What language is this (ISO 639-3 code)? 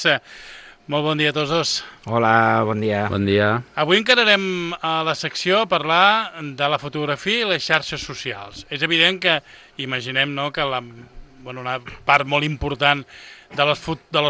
cat